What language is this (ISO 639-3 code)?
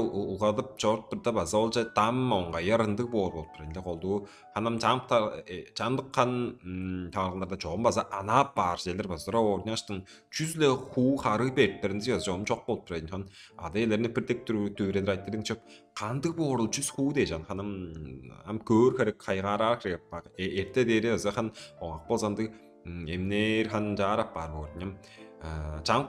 tyv